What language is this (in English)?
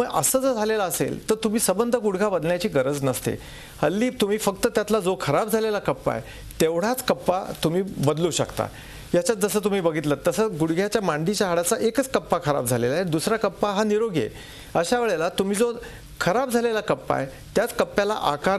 Marathi